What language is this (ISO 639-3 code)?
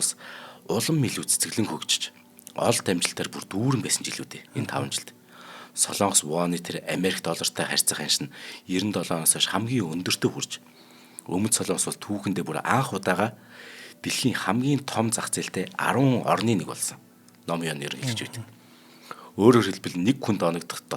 mon